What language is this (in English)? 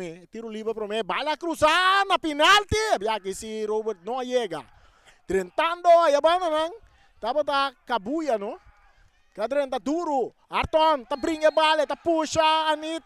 Papiamento